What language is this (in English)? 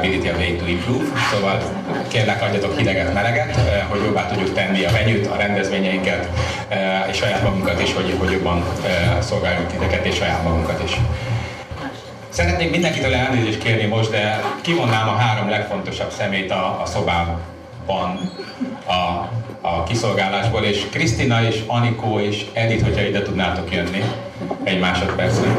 Hungarian